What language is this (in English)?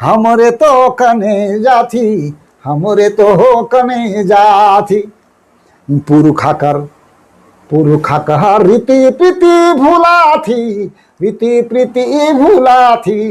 Sadri